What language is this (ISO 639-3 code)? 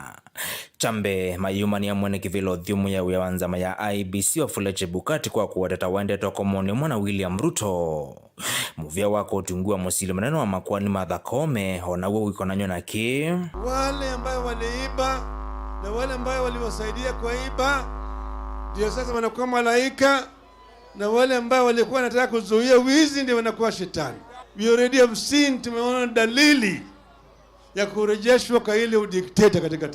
kam